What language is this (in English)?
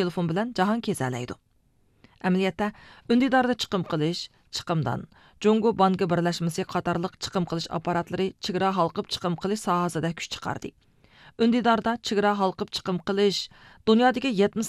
Uyghur